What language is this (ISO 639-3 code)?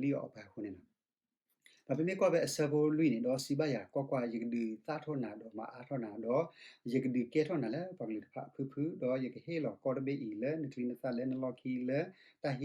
ksw